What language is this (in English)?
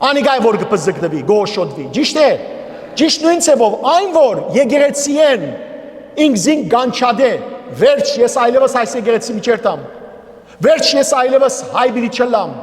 Western Armenian